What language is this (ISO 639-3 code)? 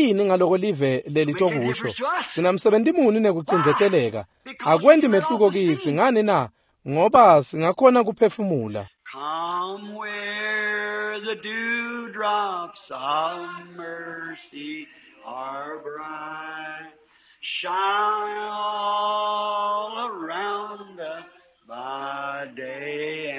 ssw